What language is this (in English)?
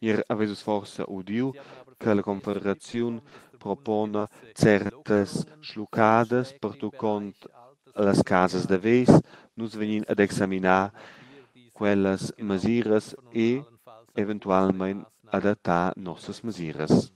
Romansh